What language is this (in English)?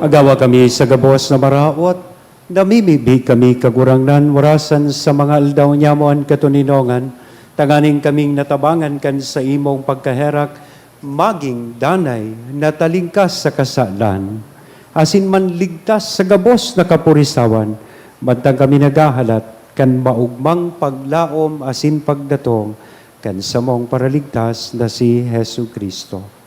Bikol